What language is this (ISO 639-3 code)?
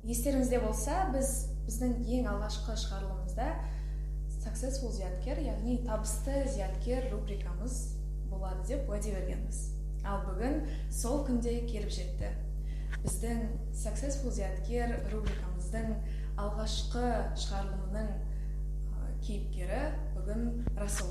kaz